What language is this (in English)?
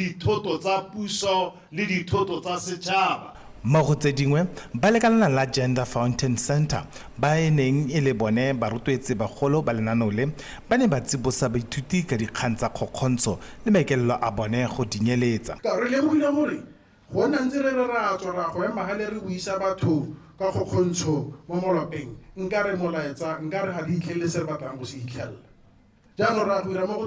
Tswana